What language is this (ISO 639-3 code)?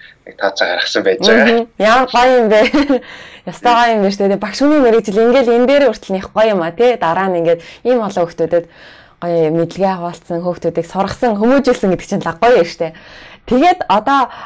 mon